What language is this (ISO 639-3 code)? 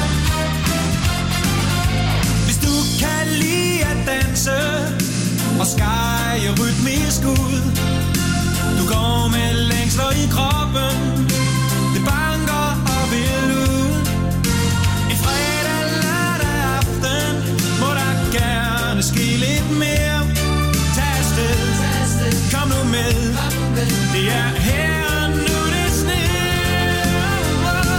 dan